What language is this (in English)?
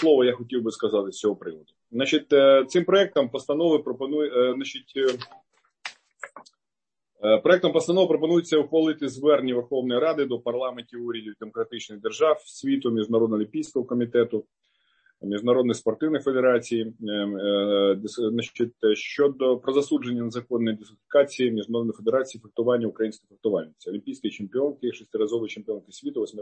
Ukrainian